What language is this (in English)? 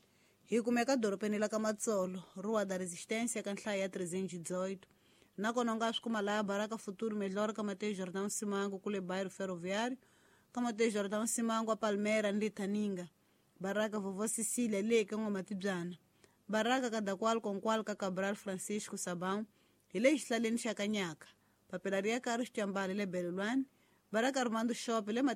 Tsonga